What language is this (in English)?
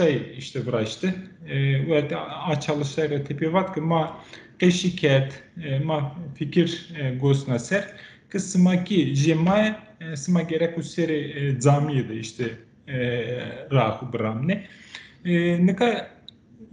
Zaza